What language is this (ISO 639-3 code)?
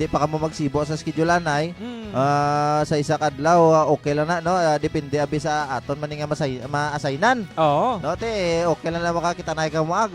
hil